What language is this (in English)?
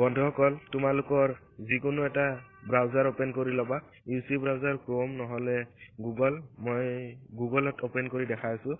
Assamese